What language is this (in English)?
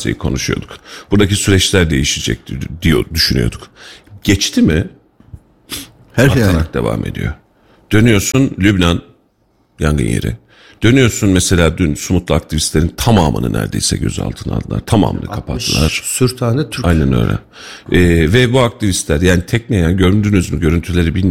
Turkish